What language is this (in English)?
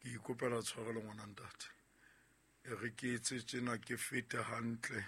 Southern Sotho